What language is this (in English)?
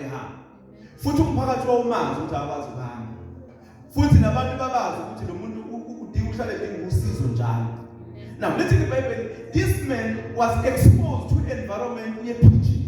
Zulu